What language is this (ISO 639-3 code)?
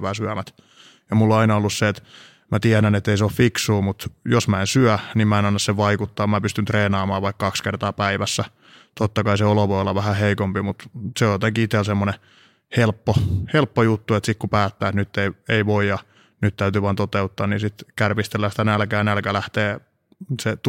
fin